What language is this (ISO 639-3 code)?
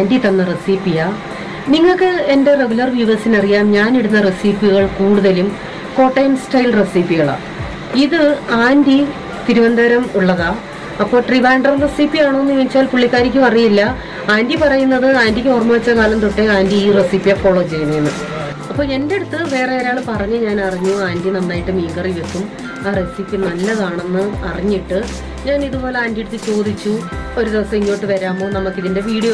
mal